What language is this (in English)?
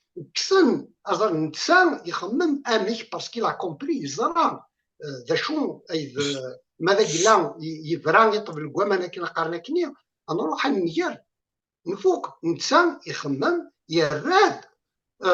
Kabyle